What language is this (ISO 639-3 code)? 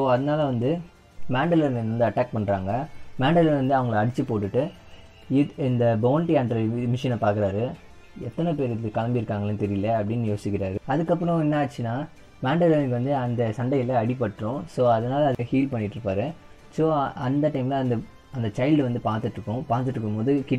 tam